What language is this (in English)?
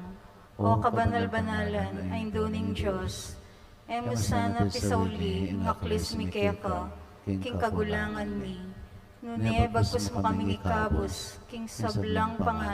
Pampanga